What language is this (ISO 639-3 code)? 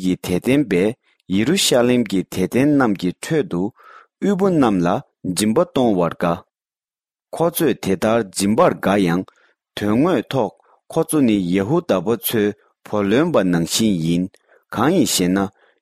bod